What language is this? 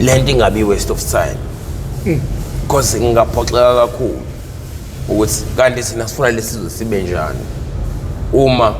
Zulu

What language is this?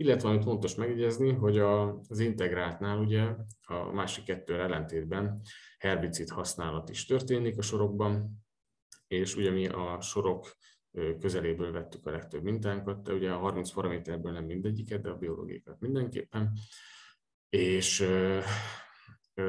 Hungarian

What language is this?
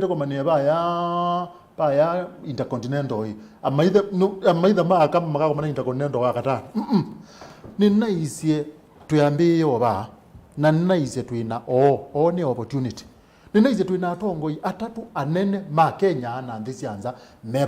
Kamba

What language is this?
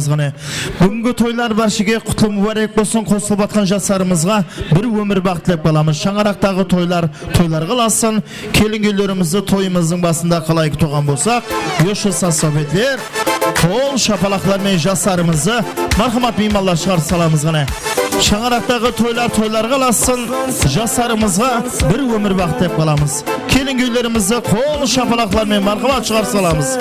Kara-Kalpak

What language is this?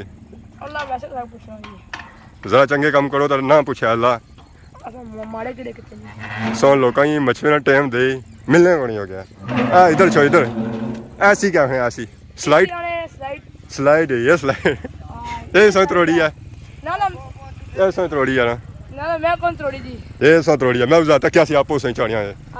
Pahari-Potwari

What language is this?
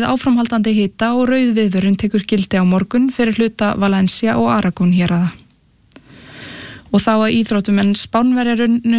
Icelandic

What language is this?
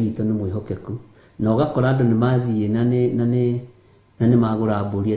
Kikuyu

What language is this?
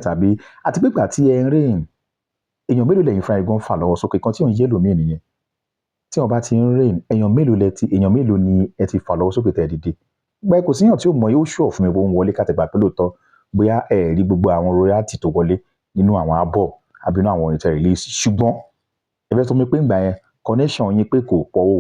Yoruba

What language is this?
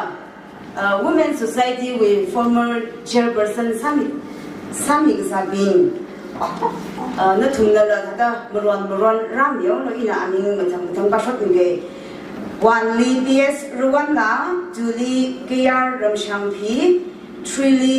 Tangkhul Naga (India)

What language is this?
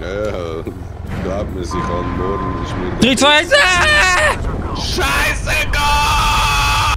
Swiss German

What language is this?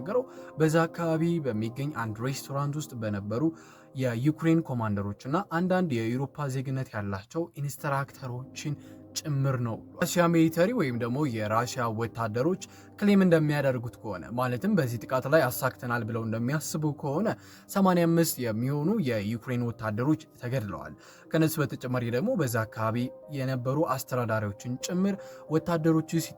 Amharic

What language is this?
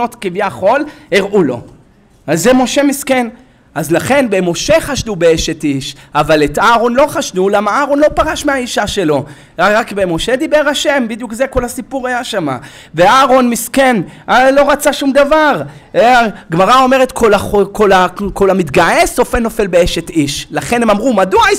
Hebrew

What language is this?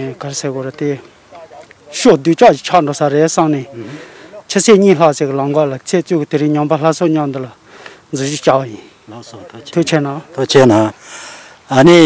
Tibetan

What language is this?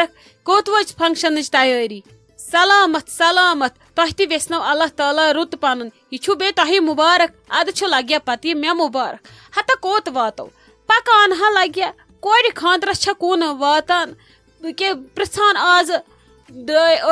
Kashmiri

